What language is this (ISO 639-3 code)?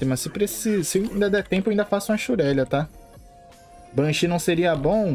por